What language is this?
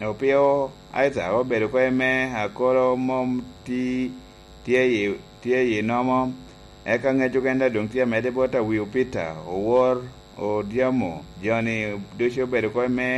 Lango (Uganda)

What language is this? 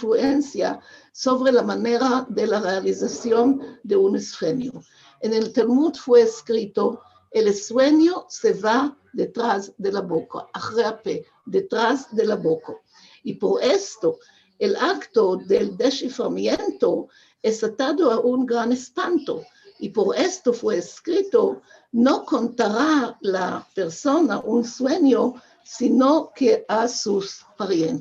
Ladino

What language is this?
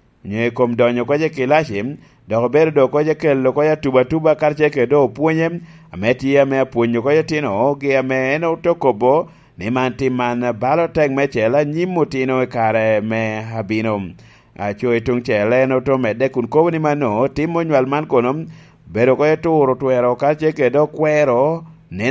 Lango (Uganda)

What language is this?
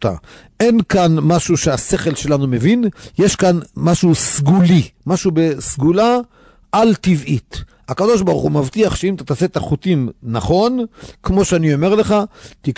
Hebrew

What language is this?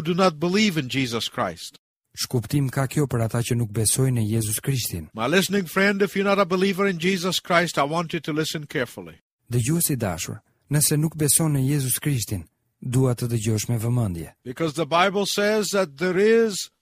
Albanian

